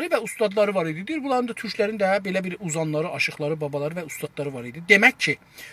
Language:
South Azerbaijani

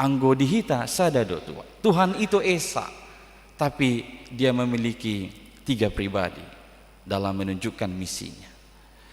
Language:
Batak Toba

